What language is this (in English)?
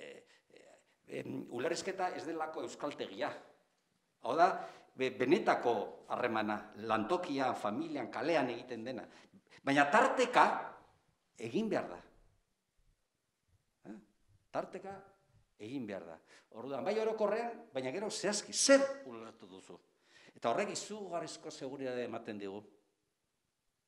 Basque